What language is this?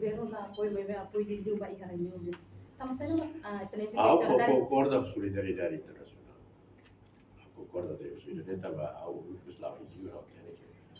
Tetum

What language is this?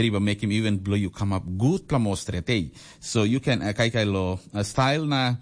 Tok Pisin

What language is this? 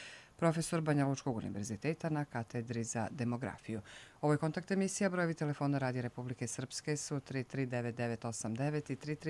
Serbian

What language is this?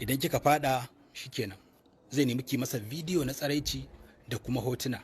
Hausa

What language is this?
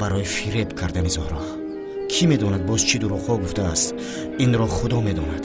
Tajik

